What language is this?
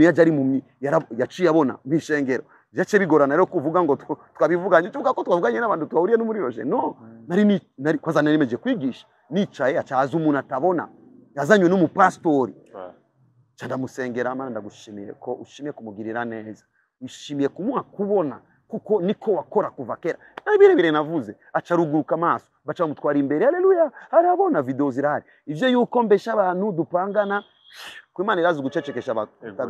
Rundi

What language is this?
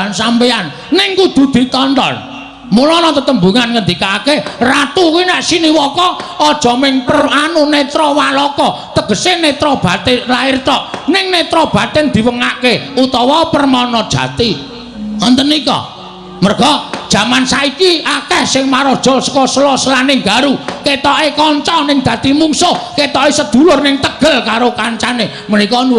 Javanese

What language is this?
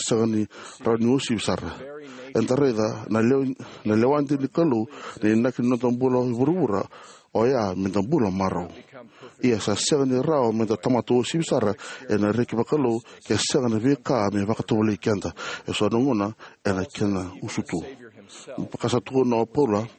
Fijian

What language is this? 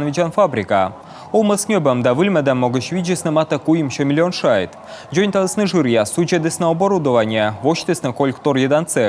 Komi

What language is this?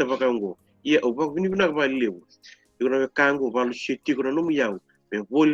Fijian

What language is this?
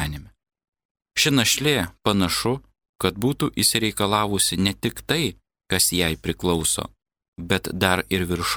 Lithuanian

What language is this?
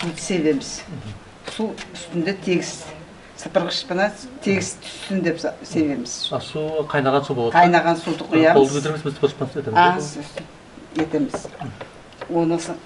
Nogai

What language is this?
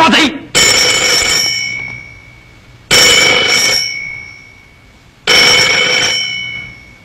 Chinese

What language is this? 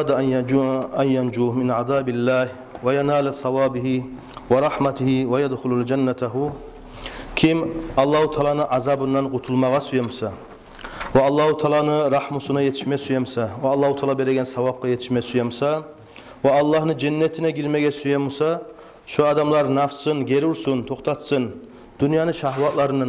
Kumyk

